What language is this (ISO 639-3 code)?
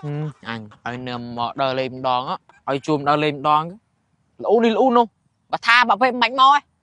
khm